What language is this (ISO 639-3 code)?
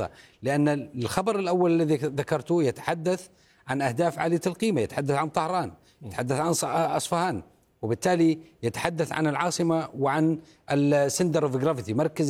ara